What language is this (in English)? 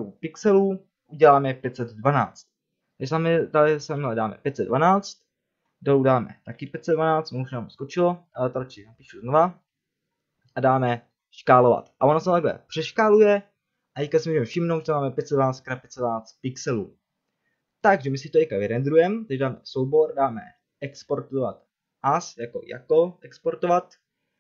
Czech